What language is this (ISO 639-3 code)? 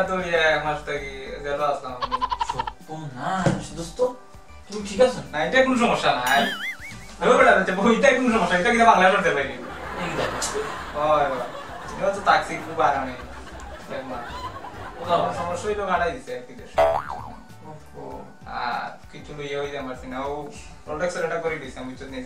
syl